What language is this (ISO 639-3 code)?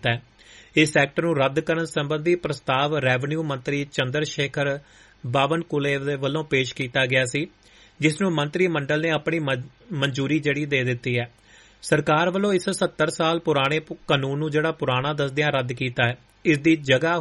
pan